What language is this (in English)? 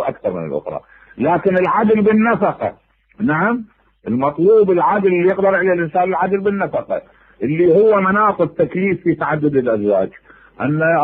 Mesopotamian Arabic